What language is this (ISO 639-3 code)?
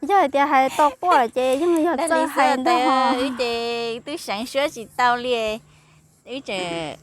hmn